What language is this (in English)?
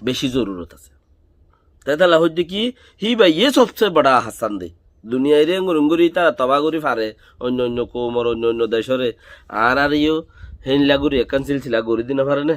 Rohingya